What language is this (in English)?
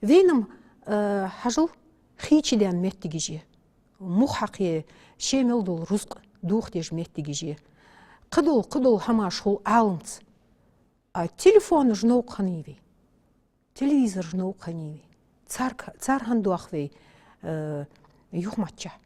Ingush